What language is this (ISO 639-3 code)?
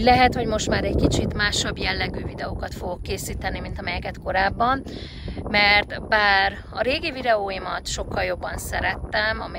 hun